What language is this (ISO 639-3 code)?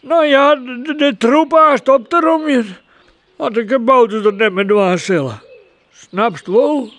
fry